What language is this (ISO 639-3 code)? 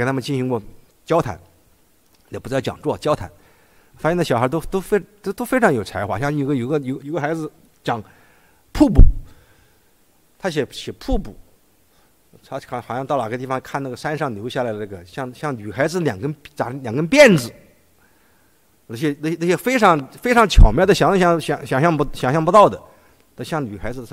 zho